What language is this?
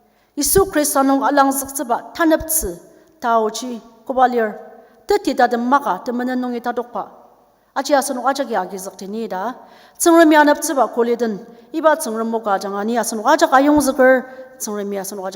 Ao Naga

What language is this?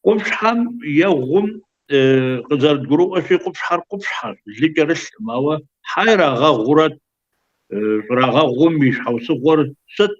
Kabardian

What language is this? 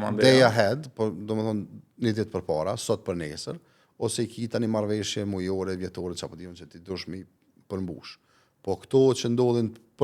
Albanian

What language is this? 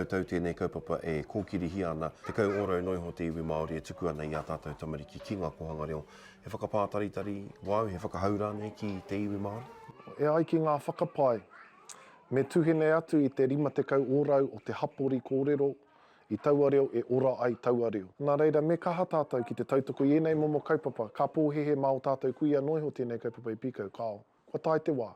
Māori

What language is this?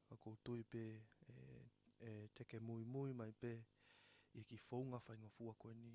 Tongan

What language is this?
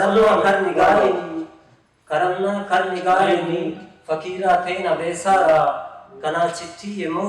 Brahui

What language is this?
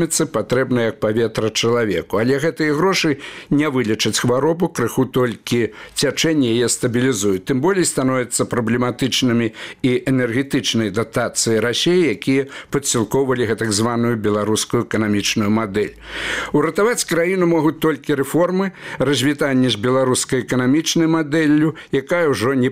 Belarusian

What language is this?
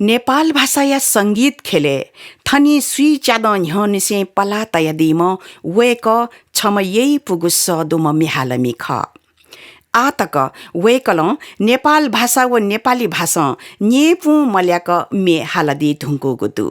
Newari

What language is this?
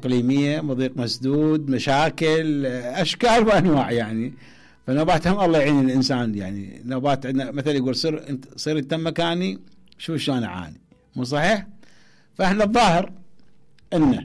Mesopotamian Arabic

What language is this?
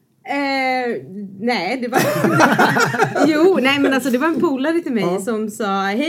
Swedish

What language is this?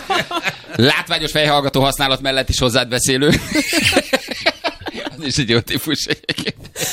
Hungarian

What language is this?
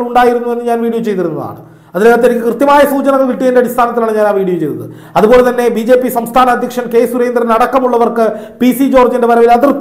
Malayalam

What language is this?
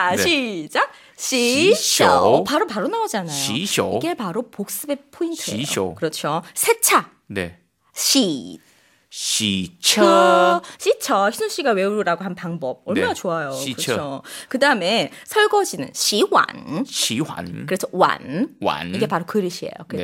Korean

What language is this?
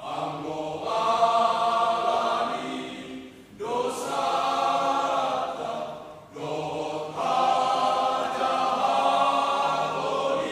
Batak Toba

